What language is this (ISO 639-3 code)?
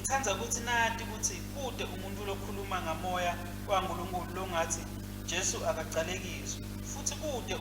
ssw